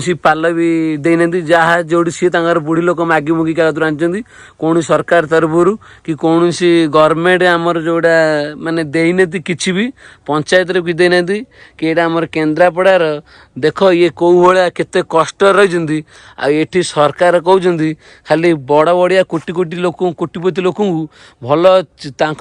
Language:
Odia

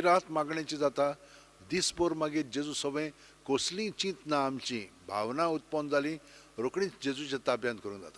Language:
Konkani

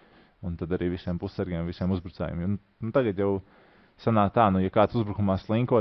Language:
Latvian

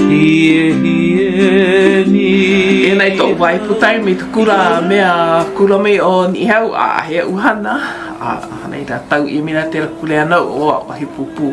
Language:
Hawaiian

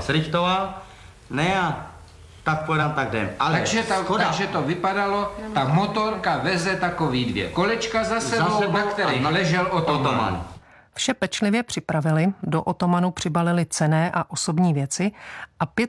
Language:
Czech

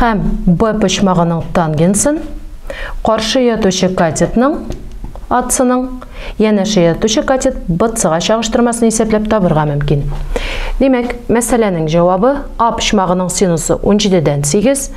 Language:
Tatar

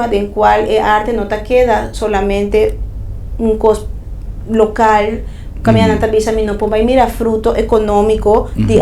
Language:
Papiamento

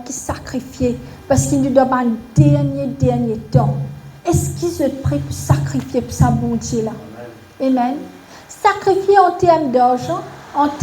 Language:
Morisyen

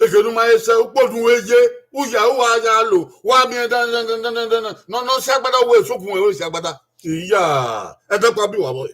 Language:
Bini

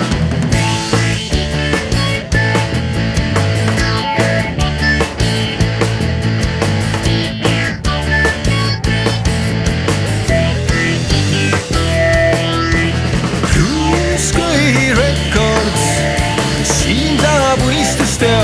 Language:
Estonian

